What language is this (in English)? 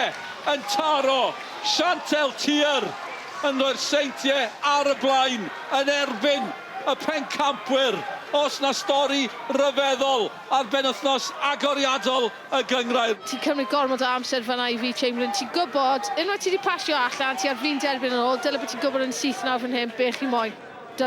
Welsh